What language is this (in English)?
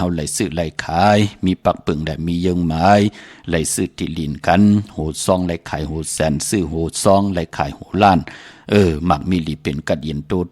Shan